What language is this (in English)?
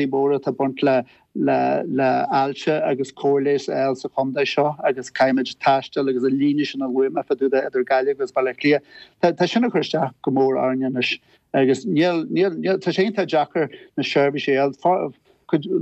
Irish